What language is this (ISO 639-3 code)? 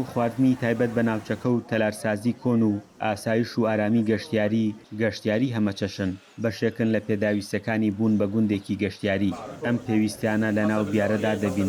ckb